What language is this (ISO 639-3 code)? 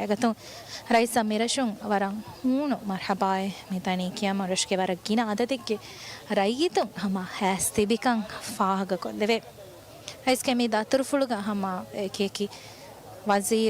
div